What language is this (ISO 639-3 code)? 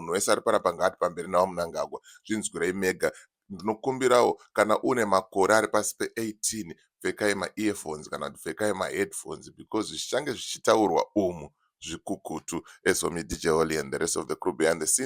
sna